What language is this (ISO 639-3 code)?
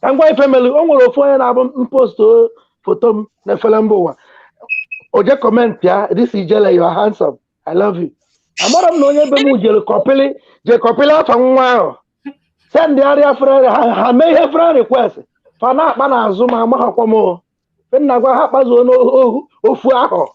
ibo